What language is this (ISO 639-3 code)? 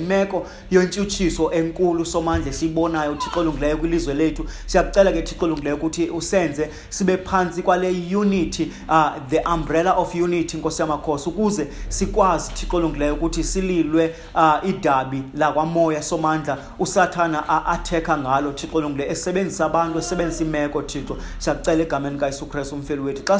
xho